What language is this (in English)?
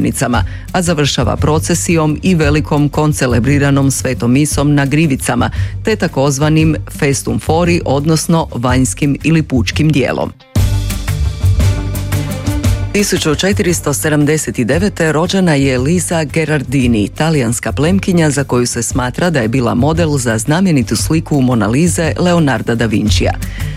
Croatian